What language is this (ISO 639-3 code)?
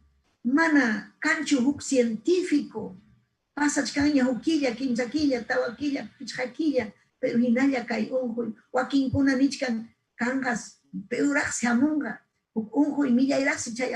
quy